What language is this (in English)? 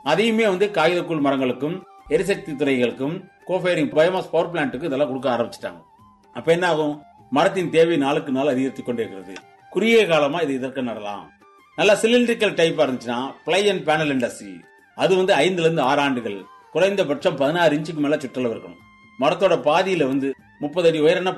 Tamil